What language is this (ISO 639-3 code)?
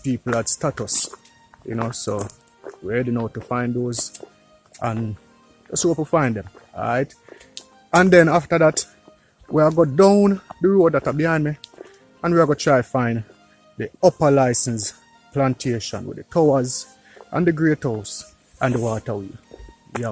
jam